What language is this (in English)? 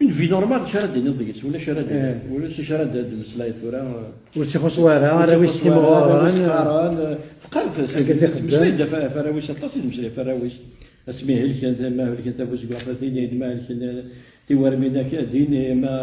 Kabyle